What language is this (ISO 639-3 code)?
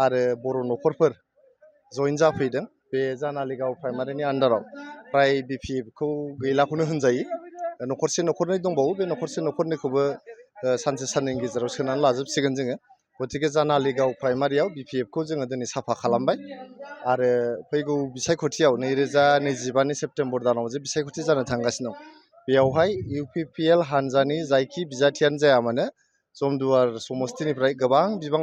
brx